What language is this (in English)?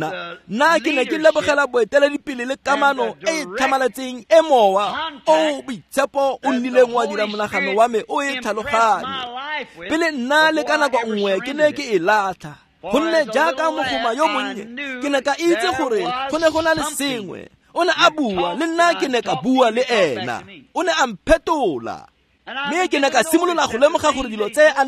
Tswana